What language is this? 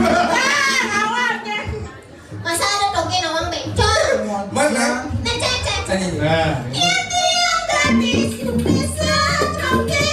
Balinese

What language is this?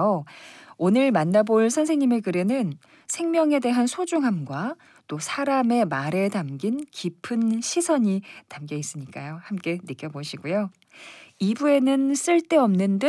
Korean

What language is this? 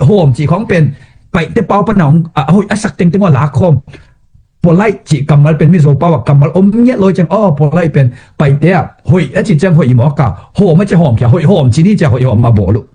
Tedim Chin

